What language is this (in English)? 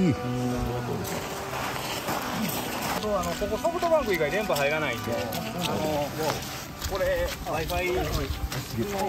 Japanese